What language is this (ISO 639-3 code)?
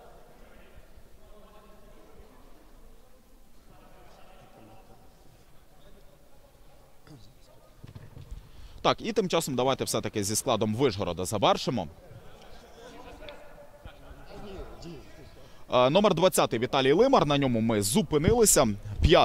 ukr